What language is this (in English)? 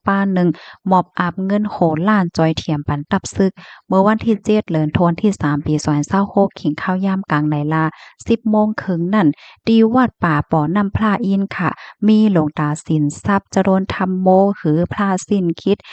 Shan